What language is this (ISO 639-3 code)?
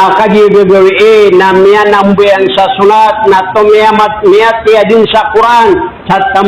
mrw